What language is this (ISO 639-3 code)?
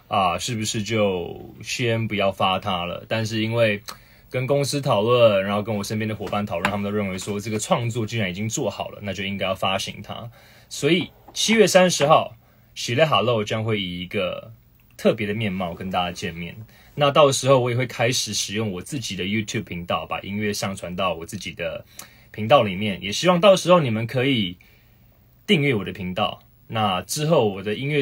zho